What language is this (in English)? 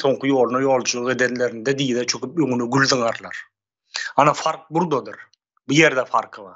Turkmen